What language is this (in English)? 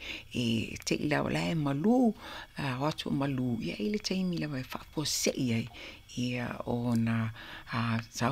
Samoan